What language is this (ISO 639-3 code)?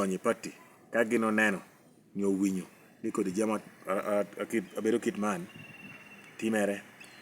laj